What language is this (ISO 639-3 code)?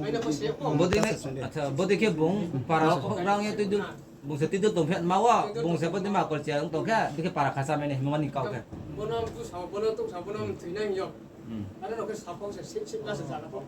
ria